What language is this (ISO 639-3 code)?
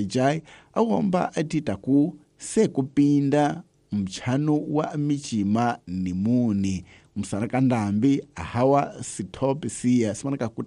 tso